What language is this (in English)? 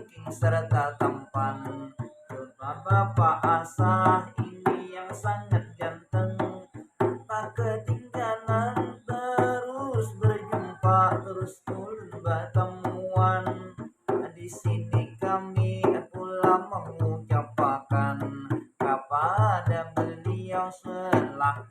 Banjar